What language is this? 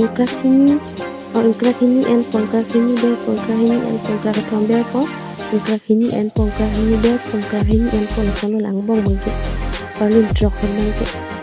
Karbi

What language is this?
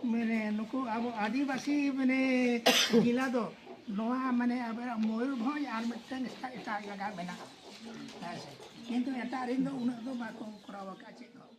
Santali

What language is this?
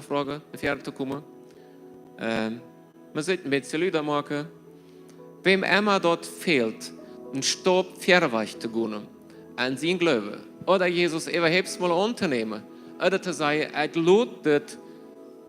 Plautdietsch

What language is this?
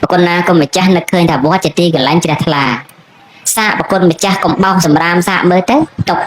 Khmer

